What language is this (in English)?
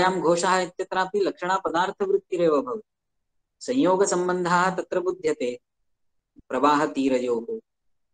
Sanskrit